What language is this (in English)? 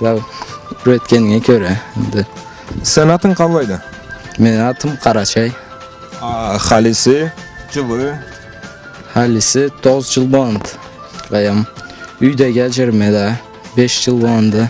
Karachay-Balkar